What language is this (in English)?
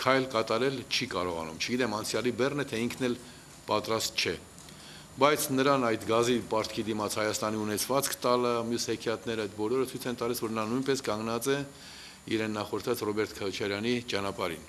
Armenian